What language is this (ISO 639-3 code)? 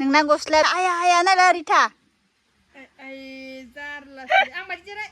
brx